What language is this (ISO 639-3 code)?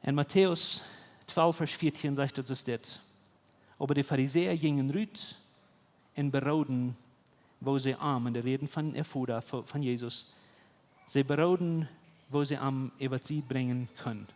pdt